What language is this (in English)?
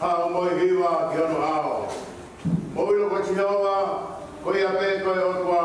Tongan